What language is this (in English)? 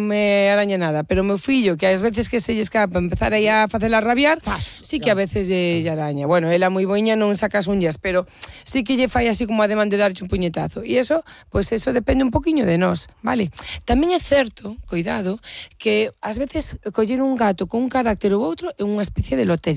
Galician